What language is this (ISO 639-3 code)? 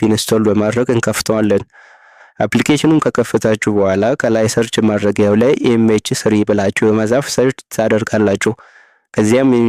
amh